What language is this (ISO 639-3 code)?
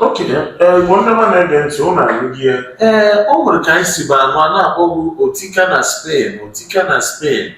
ibo